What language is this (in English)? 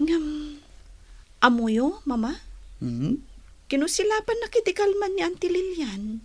Iloko